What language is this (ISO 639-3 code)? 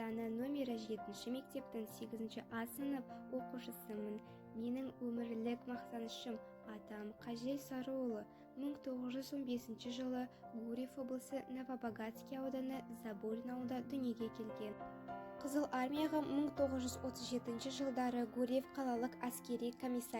kaz